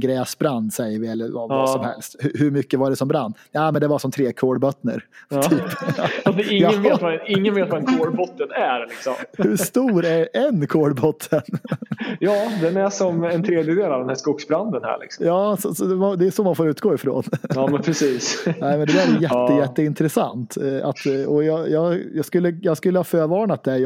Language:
Swedish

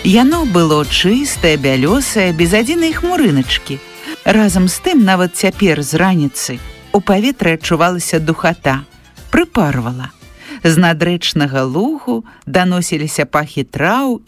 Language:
Belarusian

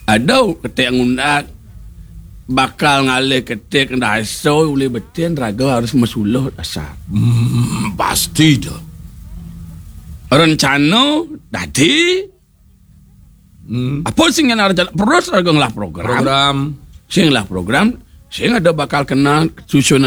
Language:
Balinese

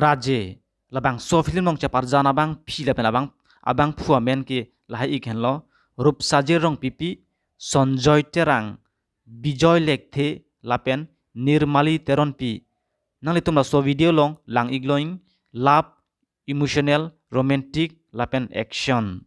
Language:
Karbi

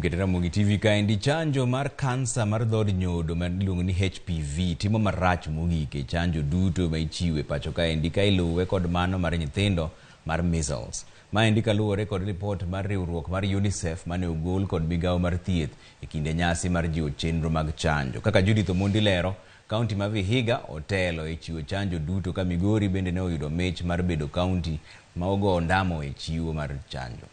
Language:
Luo (Kenya and Tanzania)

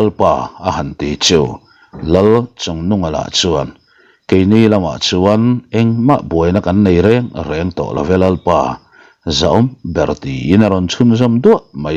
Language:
Mizo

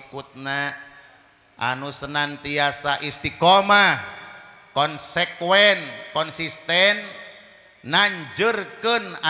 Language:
Sundanese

